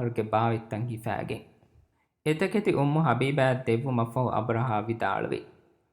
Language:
Divehi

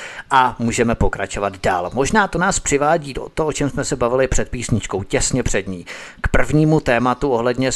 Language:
Czech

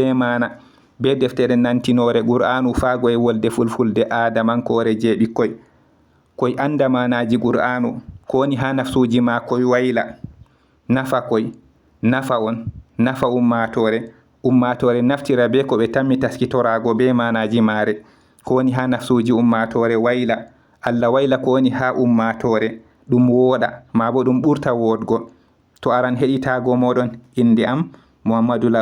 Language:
Fula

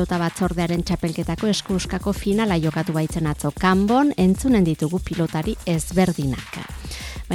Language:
Basque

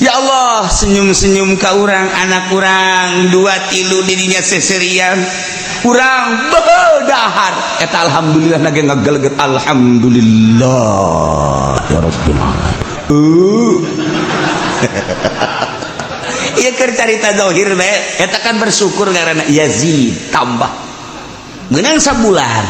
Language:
Sundanese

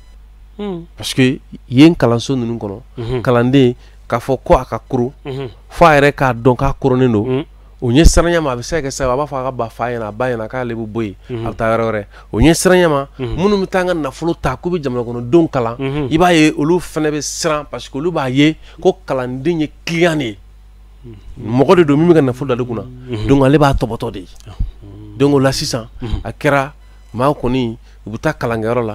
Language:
Bambara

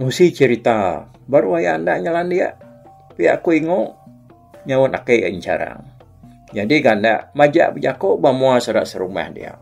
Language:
Iban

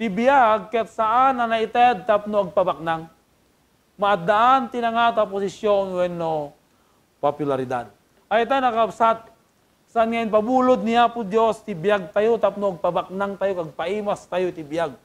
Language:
Iloko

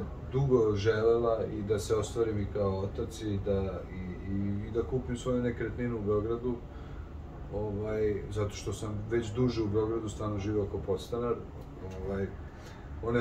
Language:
Serbian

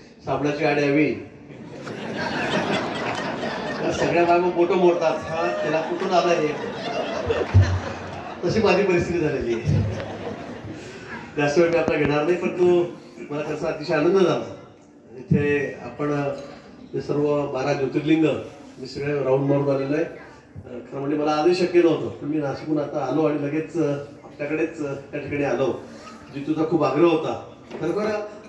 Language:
Marathi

